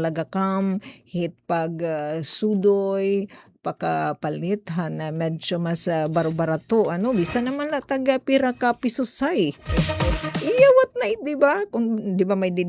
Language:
Waray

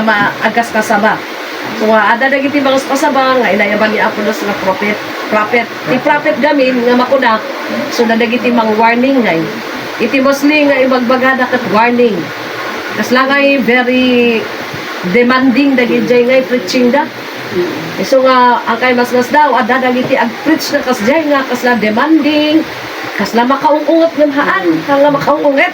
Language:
Iloko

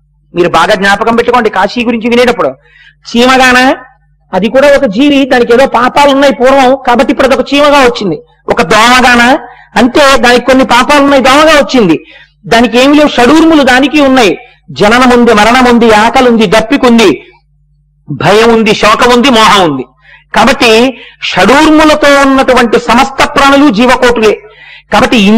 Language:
Telugu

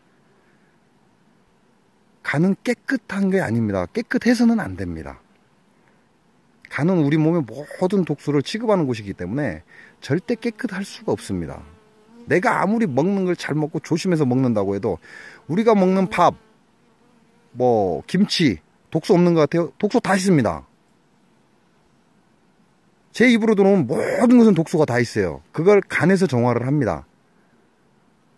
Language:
Korean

